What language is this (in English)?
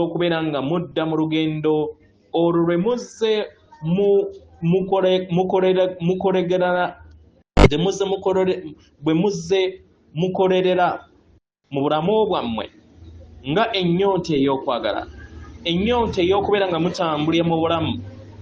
Ganda